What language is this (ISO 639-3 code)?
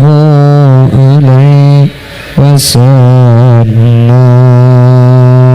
mad